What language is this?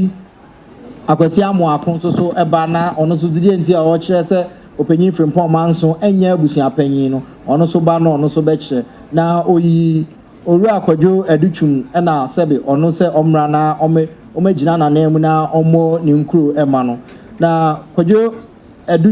Akan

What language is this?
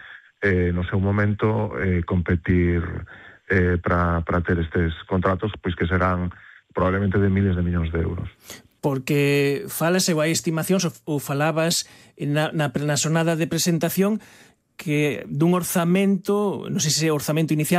Galician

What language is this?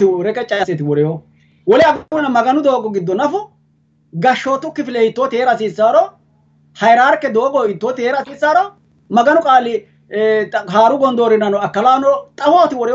Sidamo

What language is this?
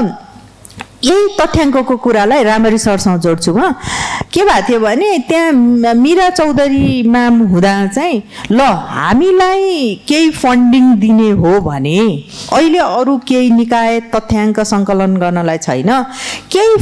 Nepali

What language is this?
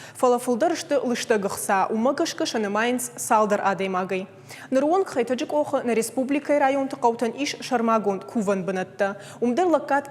Ossetic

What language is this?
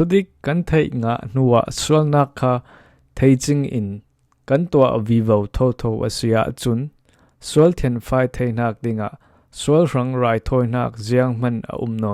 Falam Chin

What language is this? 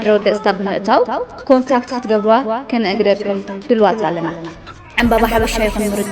Tigrinya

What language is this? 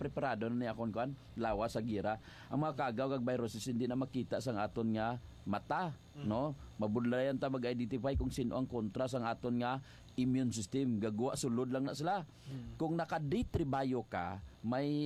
Hiligaynon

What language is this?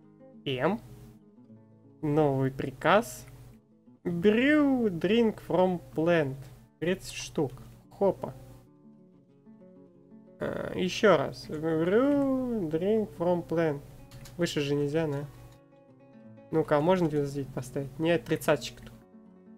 Russian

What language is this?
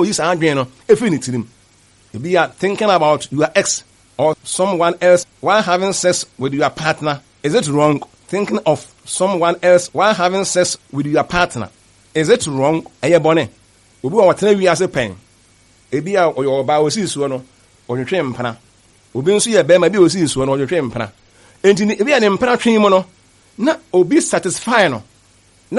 Akan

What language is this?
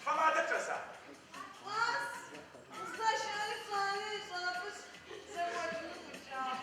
Adyghe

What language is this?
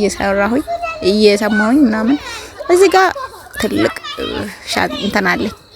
Amharic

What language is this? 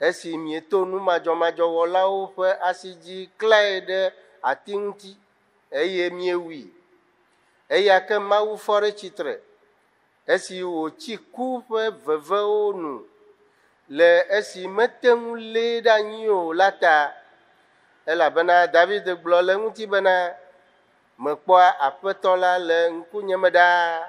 Ewe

